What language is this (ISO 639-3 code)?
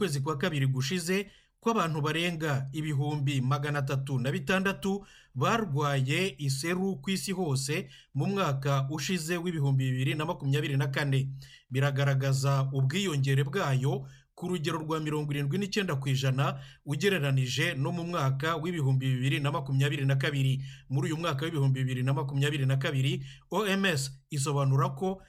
kin